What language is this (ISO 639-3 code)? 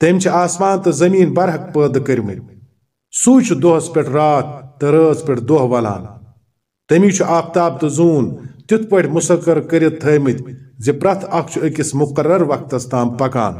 kas